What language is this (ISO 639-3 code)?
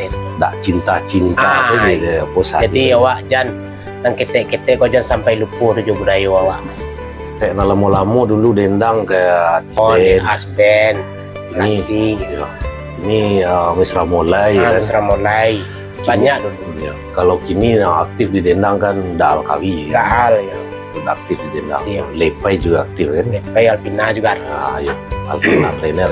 min